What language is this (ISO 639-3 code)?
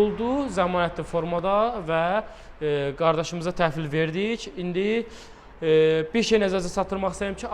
aze